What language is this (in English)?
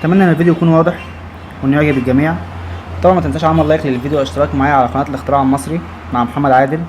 Egyptian Arabic